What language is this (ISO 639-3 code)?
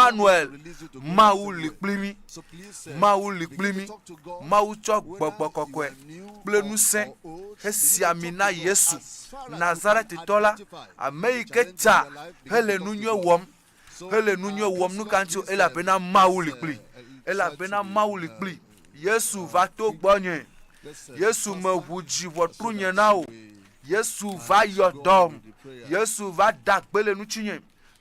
ewe